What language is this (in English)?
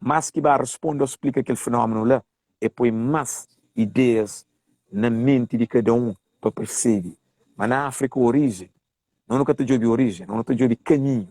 Kabuverdianu